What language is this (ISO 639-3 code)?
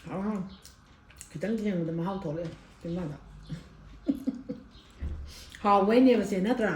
mni